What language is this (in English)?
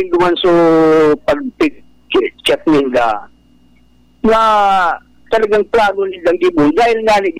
Bikol